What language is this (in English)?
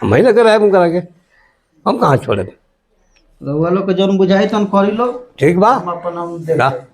Bhojpuri